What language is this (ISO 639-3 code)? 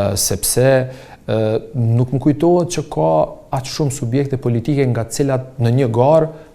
sqi